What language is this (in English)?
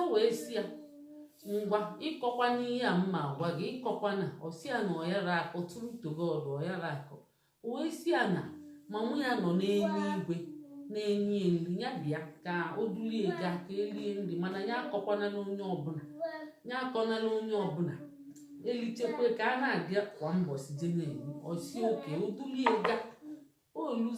Igbo